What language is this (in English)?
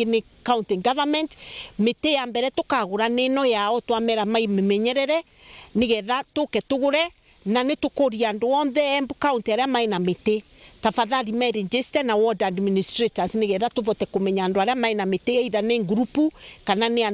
Meru